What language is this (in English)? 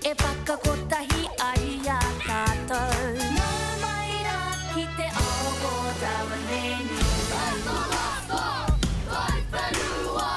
Māori